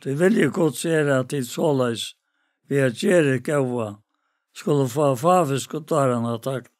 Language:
Faroese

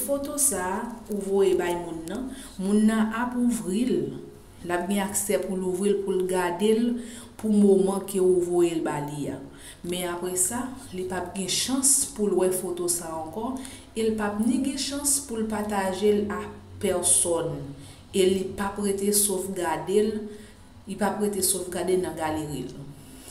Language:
Haitian Creole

